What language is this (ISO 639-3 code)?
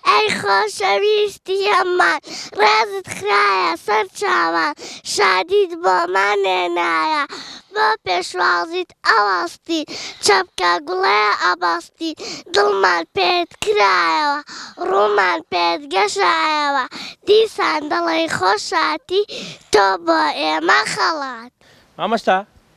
ckb